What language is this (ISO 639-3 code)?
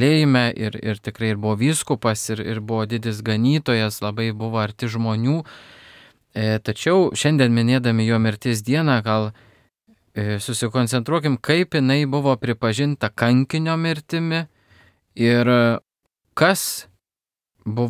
lit